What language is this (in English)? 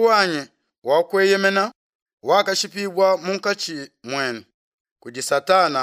Luba-Lulua